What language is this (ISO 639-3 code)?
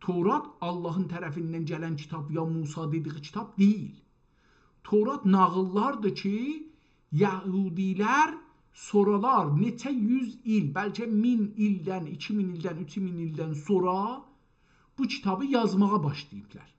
azb